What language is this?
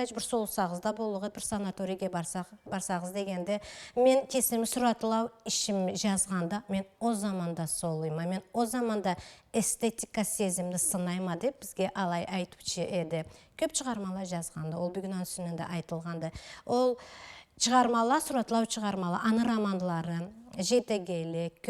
Karachay-Balkar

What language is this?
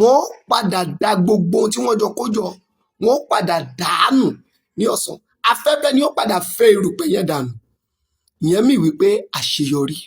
Yoruba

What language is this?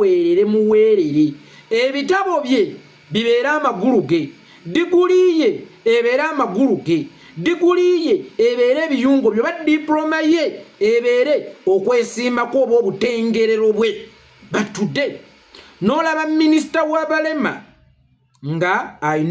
Ganda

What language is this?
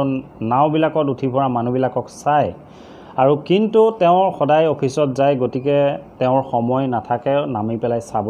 Assamese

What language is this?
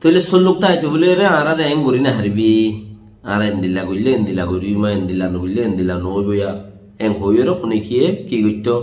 Rohingya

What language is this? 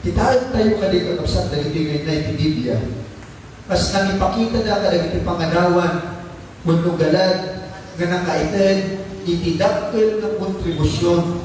Iloko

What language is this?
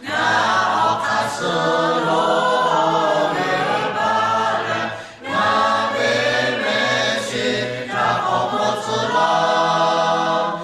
Lahu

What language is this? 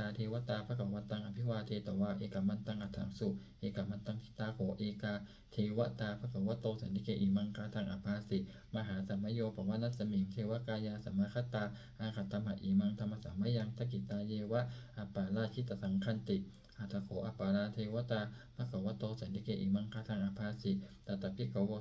Pali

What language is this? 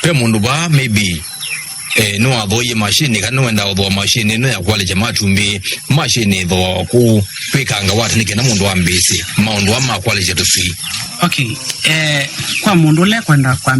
Kamba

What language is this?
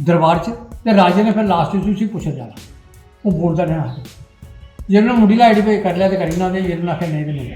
Dogri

